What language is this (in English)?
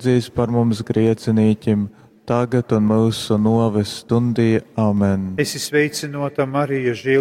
Latgalian